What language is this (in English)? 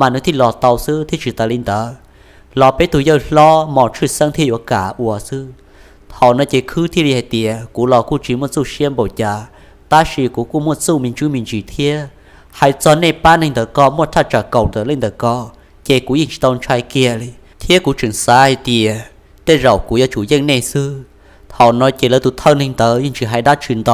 Hmong